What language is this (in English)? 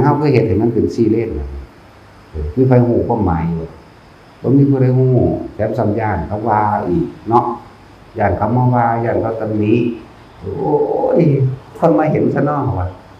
Northeastern Thai